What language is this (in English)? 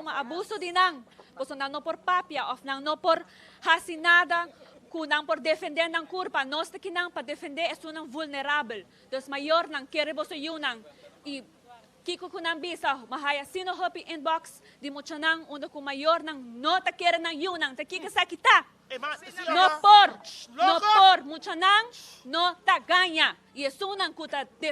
Papiamento